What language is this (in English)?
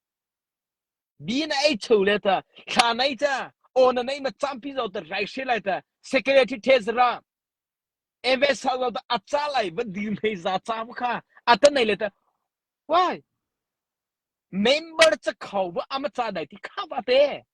Mara Chin